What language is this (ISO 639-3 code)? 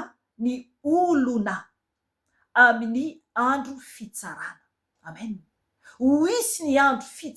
mlg